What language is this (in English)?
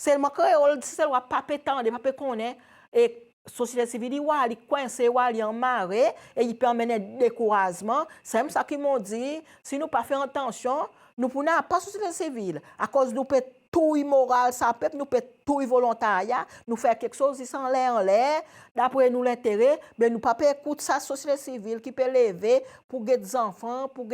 Seselwa Creole French